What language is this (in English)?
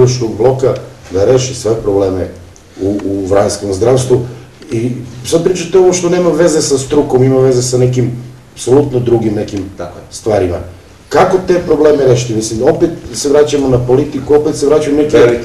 Serbian